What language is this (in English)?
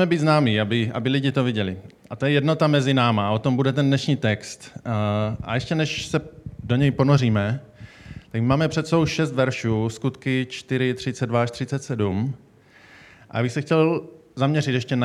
Czech